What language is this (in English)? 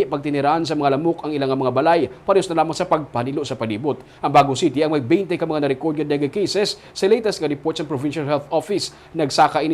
Hiligaynon